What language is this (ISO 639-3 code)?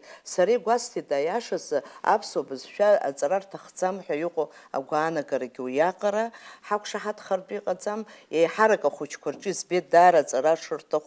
abk